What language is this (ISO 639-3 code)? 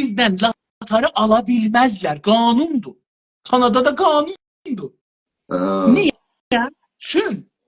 azb